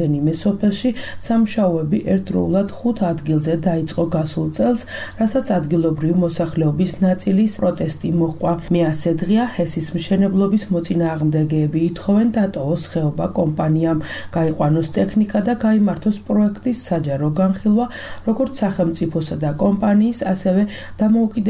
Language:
Georgian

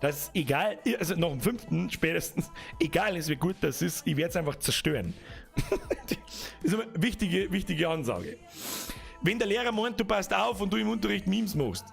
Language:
Bavarian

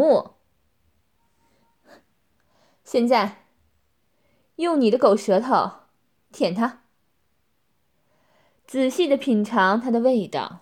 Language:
Chinese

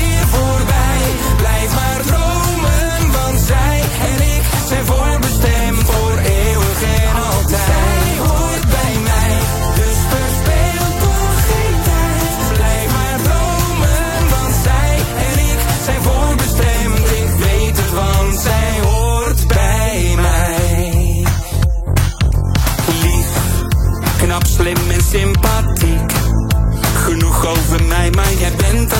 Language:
Dutch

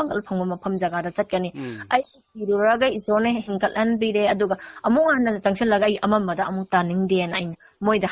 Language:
Manipuri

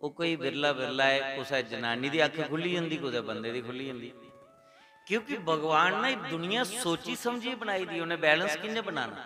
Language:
Dogri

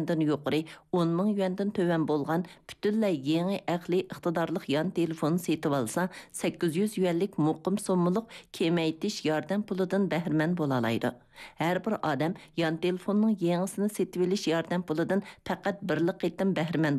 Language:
Uyghur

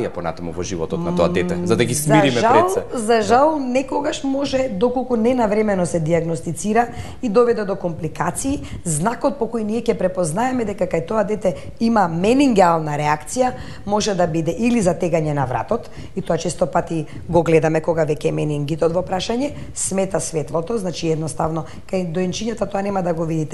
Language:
Macedonian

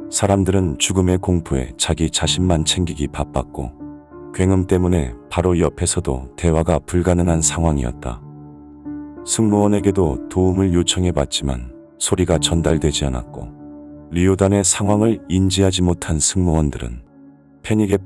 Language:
Korean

